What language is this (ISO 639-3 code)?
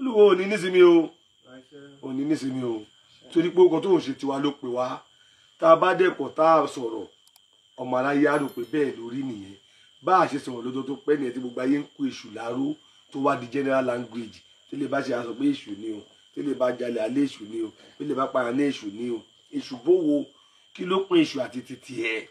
yor